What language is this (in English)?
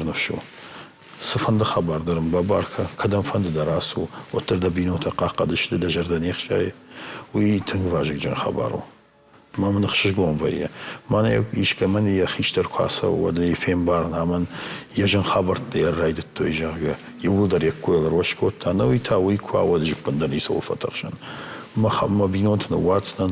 Ossetic